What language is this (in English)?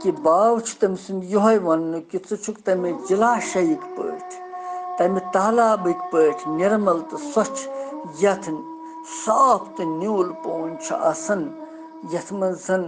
Kashmiri